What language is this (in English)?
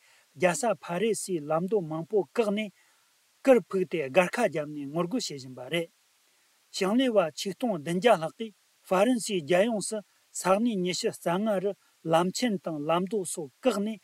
Tibetan